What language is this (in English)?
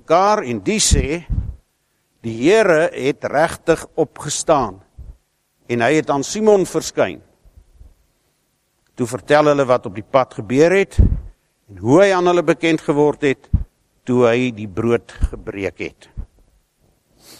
Afrikaans